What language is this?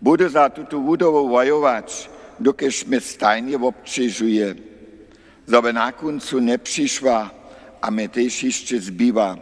Upper Sorbian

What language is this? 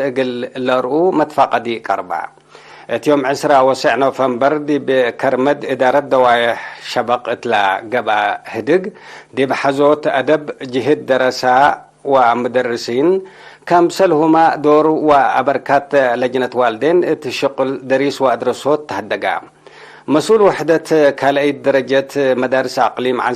Tigre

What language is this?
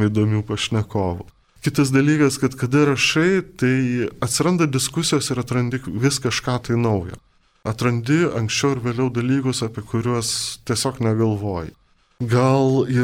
Lithuanian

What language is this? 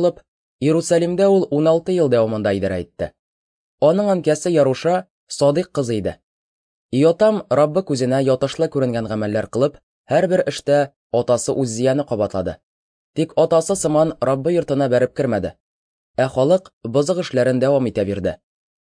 Tatar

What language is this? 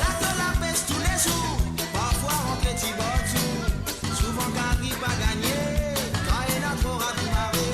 Morisyen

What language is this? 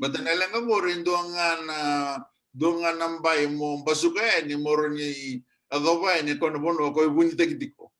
Fijian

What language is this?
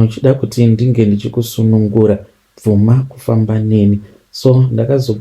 Shona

